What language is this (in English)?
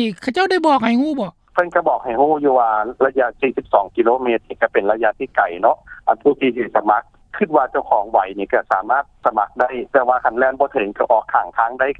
Lao